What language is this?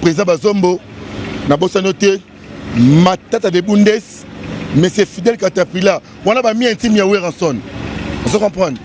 Lingala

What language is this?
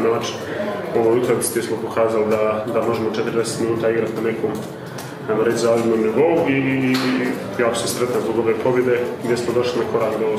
Croatian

